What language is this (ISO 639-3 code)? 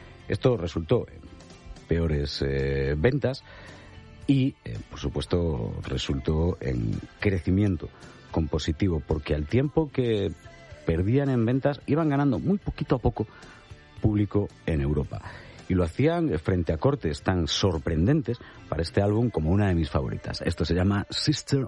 spa